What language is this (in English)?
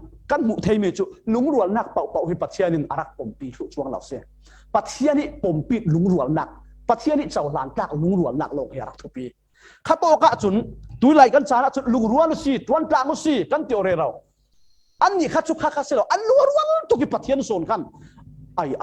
Falam Chin